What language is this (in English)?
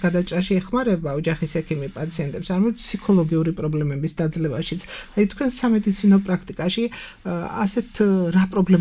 Georgian